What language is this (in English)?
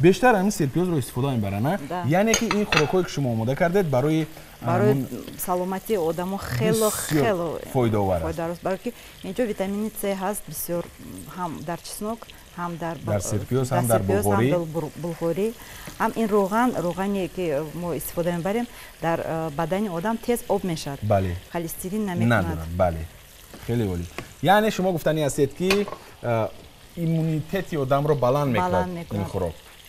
Tajik